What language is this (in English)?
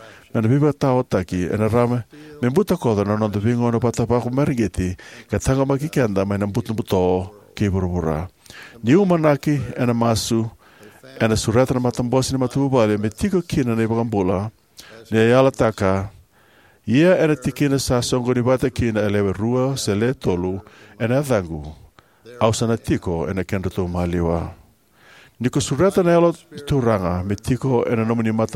Fijian